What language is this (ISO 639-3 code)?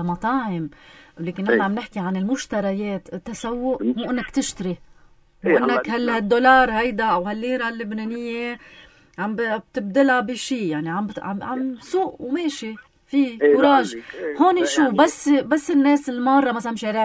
apc